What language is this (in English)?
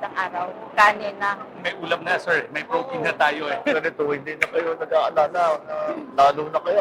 Filipino